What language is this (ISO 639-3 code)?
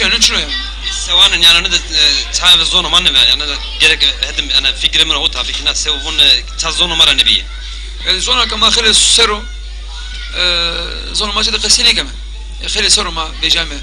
zza